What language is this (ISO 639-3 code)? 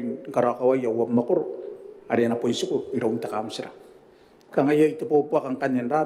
gil